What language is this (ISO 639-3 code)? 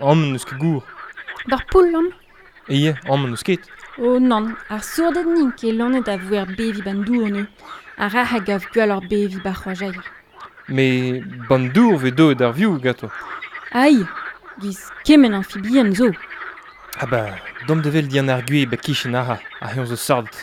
bre